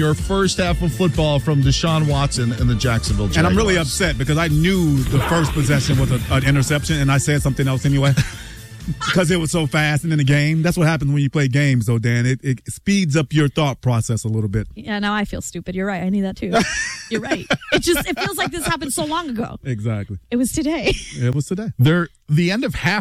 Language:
English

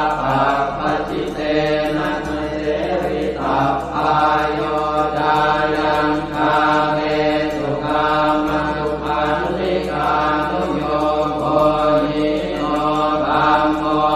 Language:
Pali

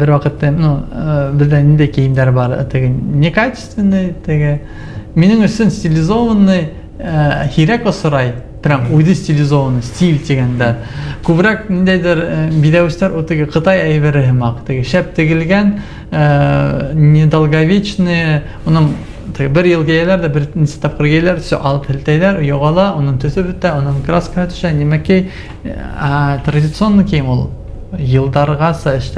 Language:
Bashkir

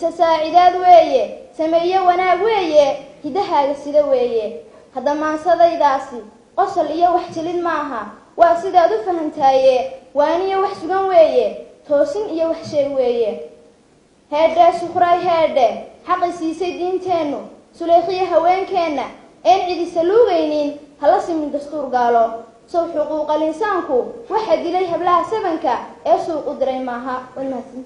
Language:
Somali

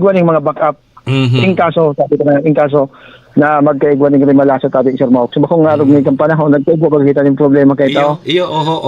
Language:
Bikol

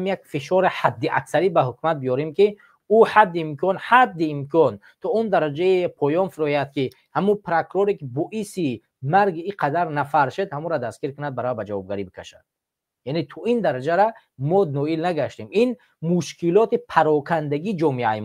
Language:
Tajik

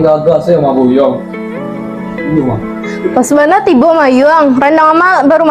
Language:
Minangkabau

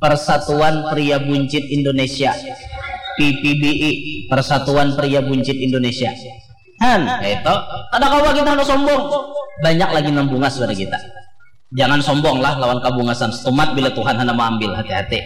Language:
Banjar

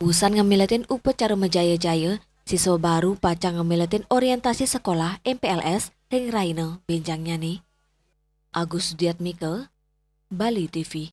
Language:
Balinese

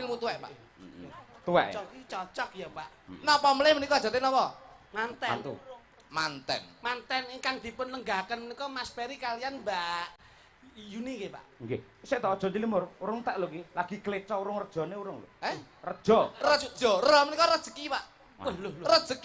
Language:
Javanese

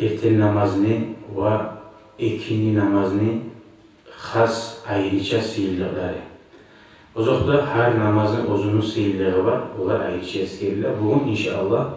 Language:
Kumyk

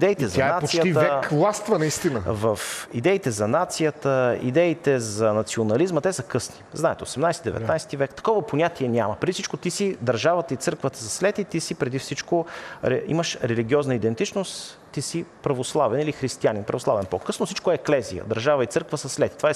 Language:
Bulgarian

